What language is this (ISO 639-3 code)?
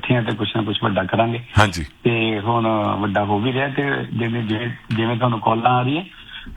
pan